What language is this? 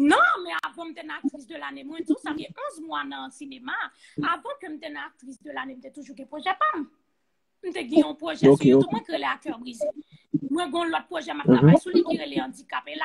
Haitian Creole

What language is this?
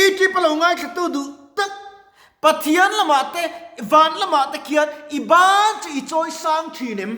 Mizo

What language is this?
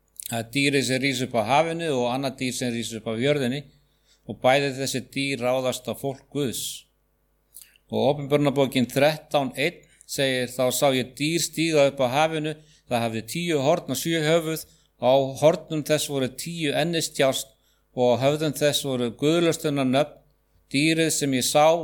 Icelandic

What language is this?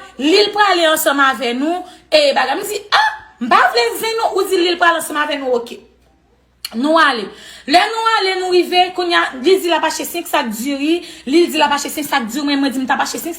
Haitian Creole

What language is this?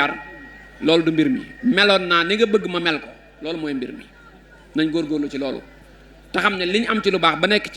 Wolof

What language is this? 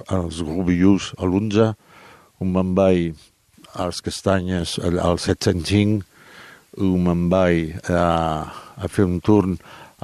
Catalan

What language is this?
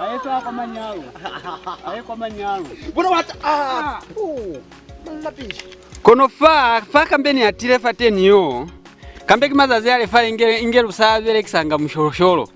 Lozi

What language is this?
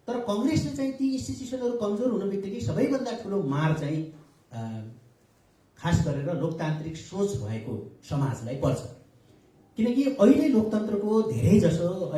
Nepali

